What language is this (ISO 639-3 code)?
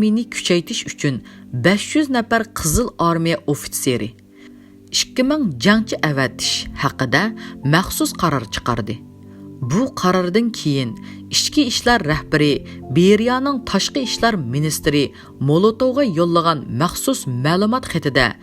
uig